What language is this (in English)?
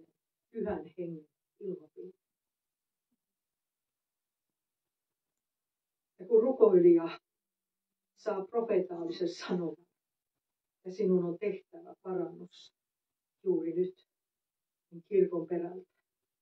Finnish